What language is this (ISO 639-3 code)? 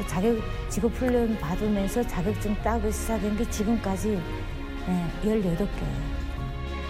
kor